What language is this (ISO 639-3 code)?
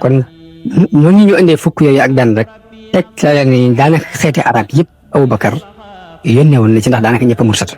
wol